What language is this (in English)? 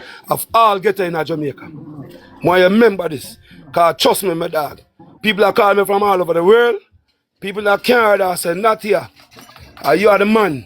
Jamaican Creole English